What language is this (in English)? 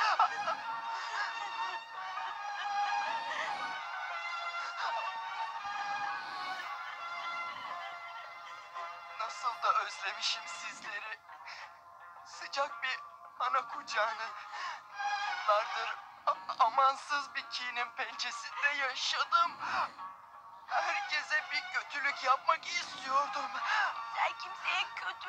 Turkish